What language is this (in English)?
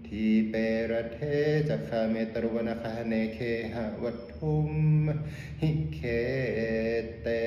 Pali